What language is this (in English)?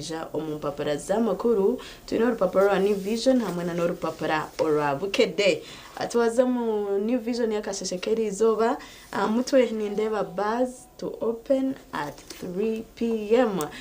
Nyankole